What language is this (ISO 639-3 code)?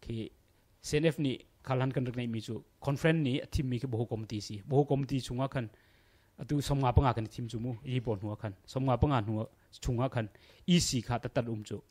cnh